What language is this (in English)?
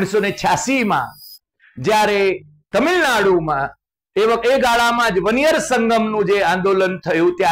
Gujarati